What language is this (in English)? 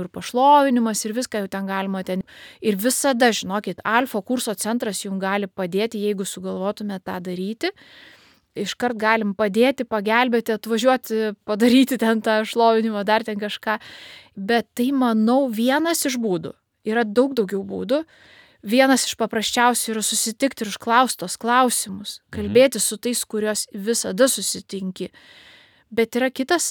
Lithuanian